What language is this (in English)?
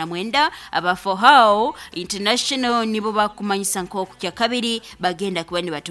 Nyankole